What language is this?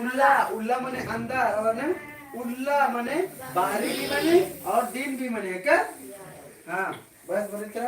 Kurukh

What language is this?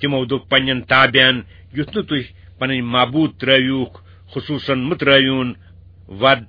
Kashmiri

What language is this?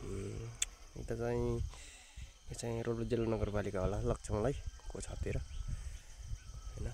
Nepali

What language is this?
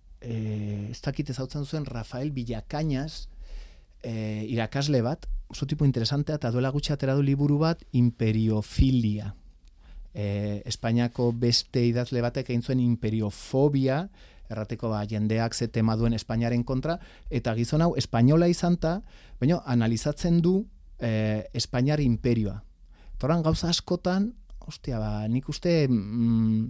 Basque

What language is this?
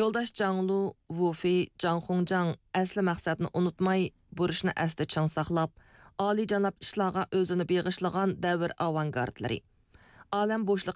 Uyghur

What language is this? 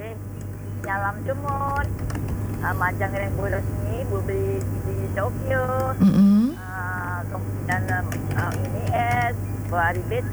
Balinese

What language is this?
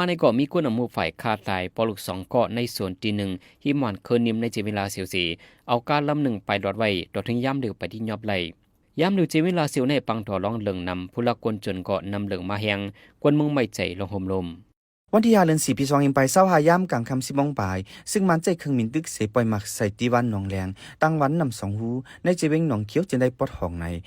Shan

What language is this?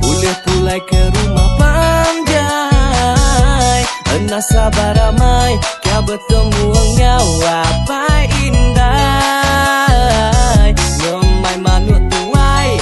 Iban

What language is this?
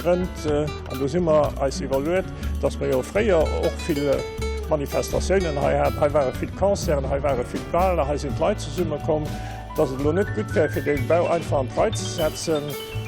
Luxembourgish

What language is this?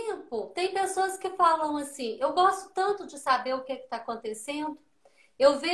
Portuguese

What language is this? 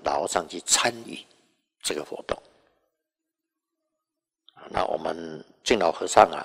Chinese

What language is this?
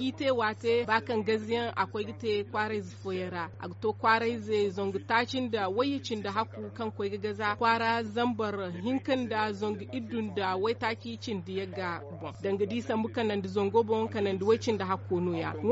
Zarma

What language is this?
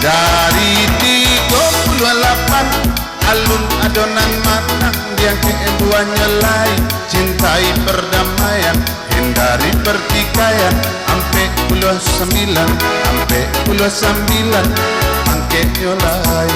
Minangkabau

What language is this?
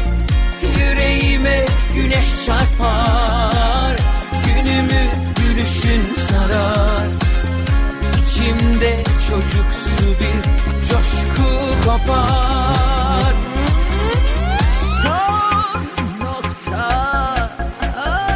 Turkish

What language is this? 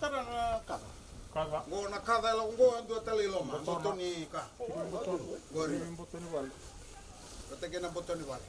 Fijian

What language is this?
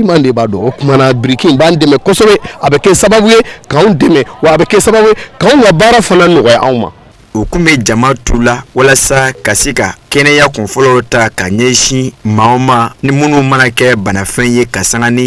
Bambara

